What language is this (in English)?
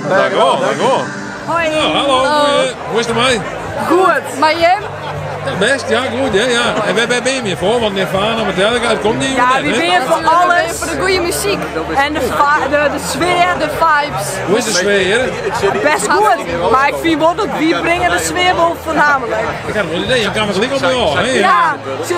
Western Frisian